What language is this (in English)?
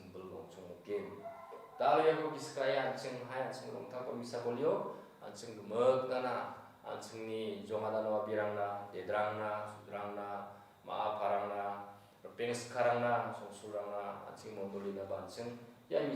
Garo